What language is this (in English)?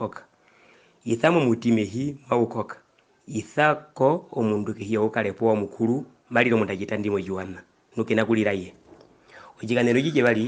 Herero